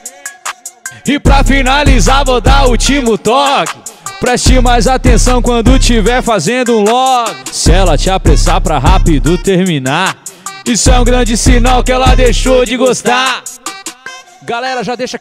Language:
Portuguese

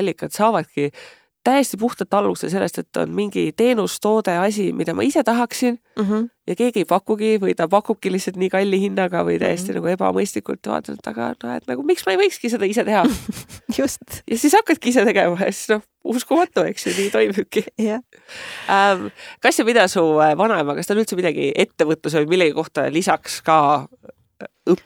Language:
Estonian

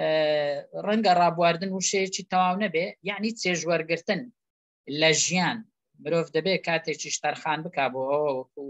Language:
Central Kurdish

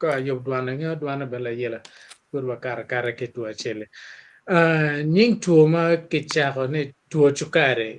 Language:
Acoli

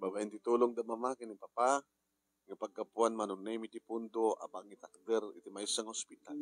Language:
Iloko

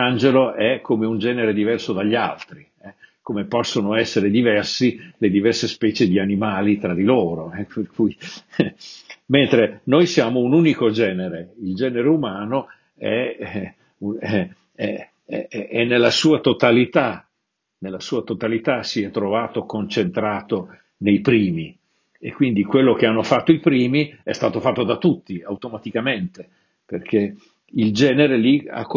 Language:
Italian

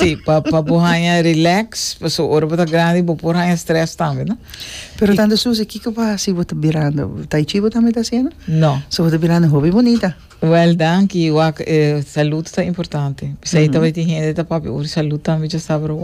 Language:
Papiamento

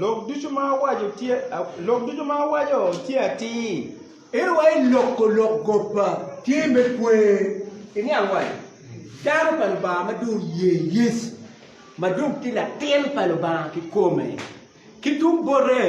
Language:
Acoli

